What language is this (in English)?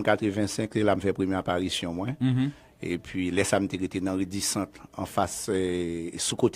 Haitian Creole